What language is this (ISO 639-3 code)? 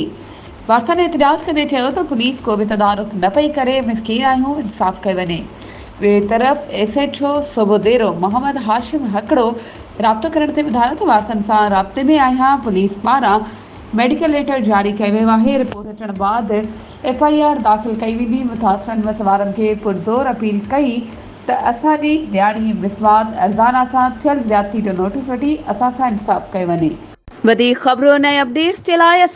snd